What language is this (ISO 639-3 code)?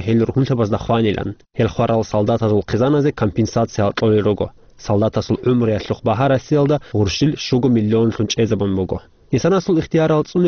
ava